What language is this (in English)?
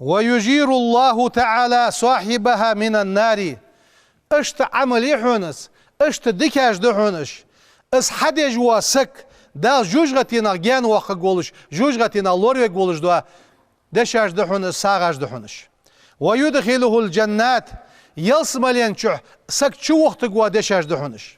Ingush